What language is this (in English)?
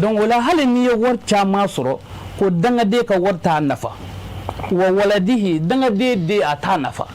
Bambara